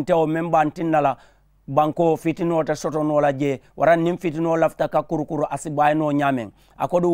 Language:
Mandingo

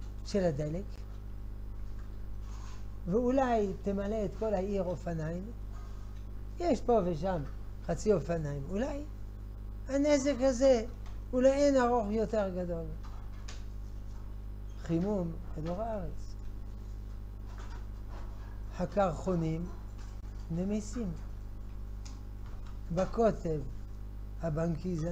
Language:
Hebrew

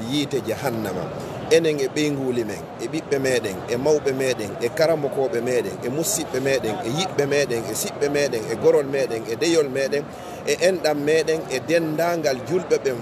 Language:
Fula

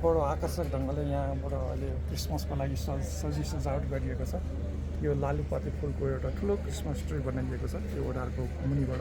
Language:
Nepali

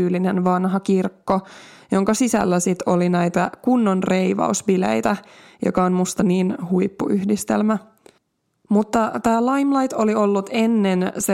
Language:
Finnish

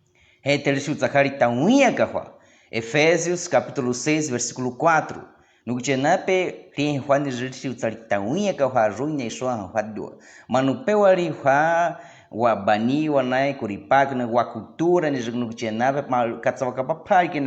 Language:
Baniwa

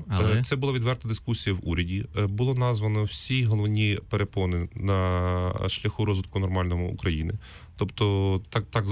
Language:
Ukrainian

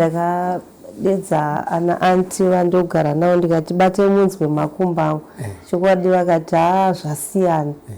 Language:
Shona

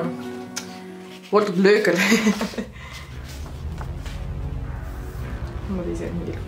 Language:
Dutch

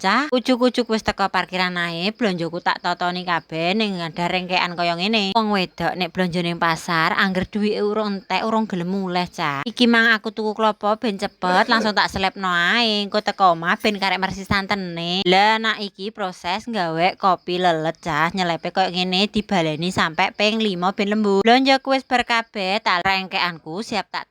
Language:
Javanese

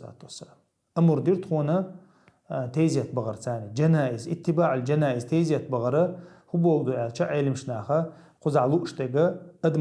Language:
Chechen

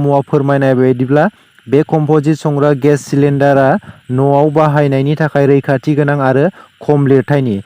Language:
Bodo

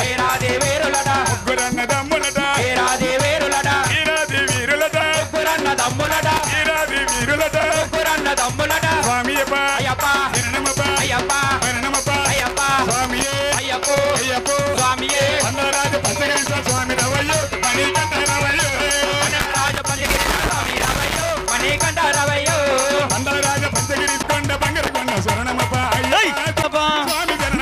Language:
Telugu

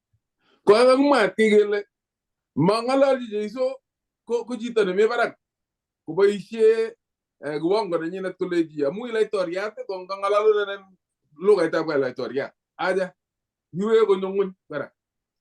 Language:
Kalenjin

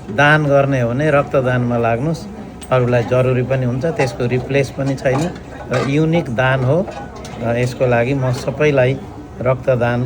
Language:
Nepali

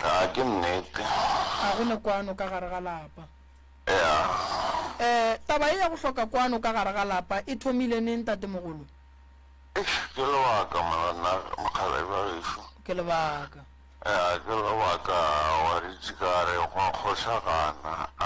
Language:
Northern Sotho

